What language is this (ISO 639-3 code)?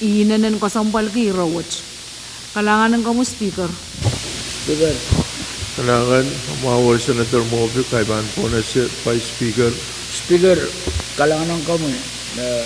pon